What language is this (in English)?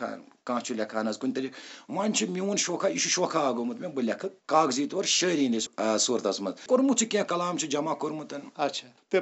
Kashmiri